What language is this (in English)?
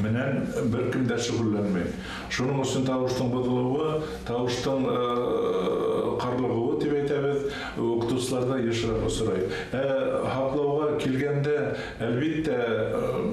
Bashkir